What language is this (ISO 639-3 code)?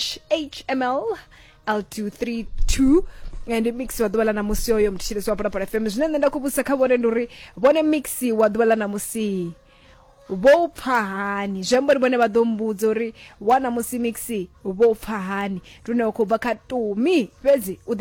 ven